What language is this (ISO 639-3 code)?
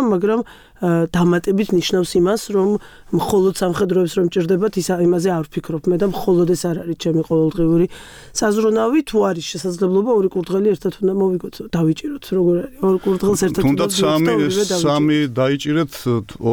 kat